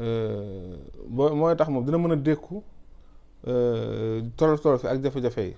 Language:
Wolof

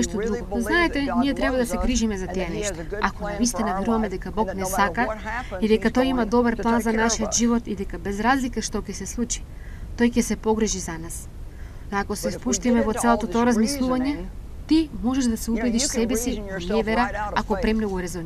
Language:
Macedonian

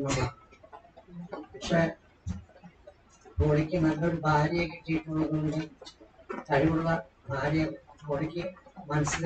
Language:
Malayalam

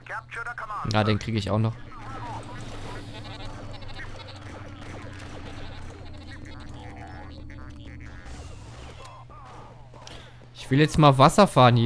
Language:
German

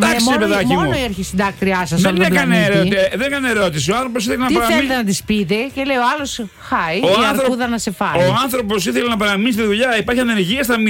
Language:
Greek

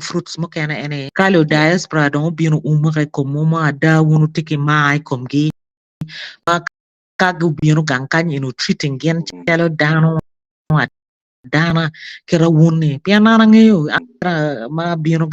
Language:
Acoli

